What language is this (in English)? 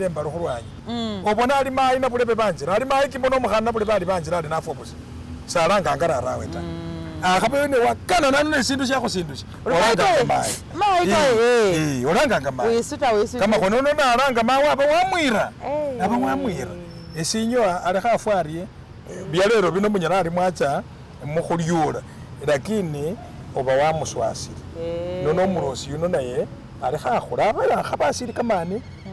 Masaaba